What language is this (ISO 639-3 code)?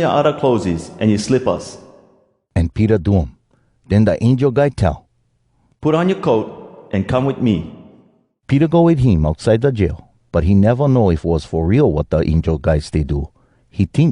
hwc